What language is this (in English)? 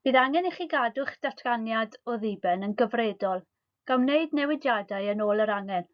Welsh